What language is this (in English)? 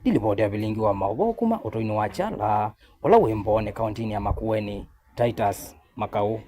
Kamba